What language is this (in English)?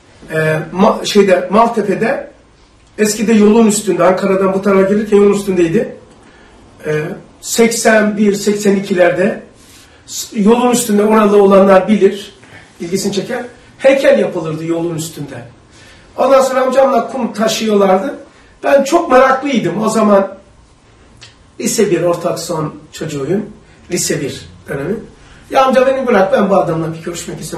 Turkish